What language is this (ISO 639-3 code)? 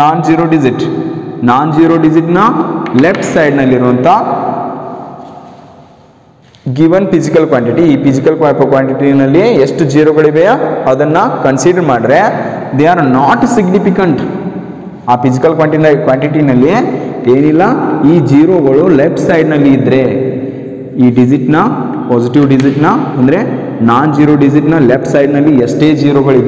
kan